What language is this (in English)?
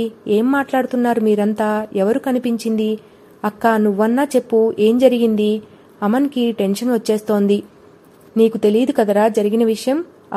Telugu